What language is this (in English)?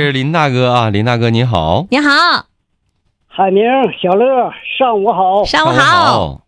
Chinese